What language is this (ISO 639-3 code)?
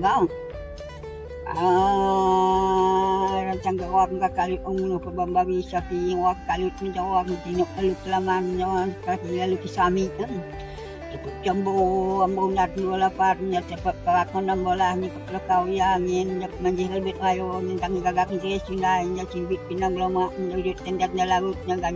msa